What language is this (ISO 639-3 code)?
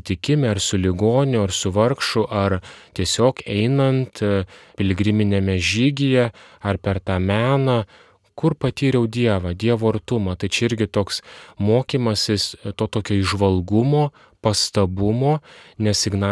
lit